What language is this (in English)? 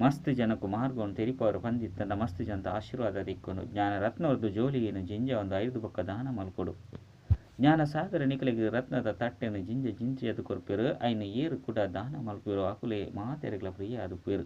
Tulu